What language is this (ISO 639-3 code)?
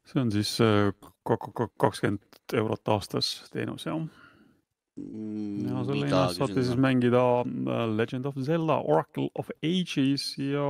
est